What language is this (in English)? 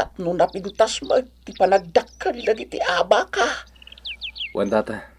Iloko